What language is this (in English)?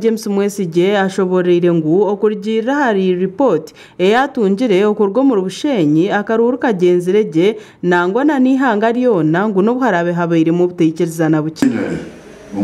Nyankole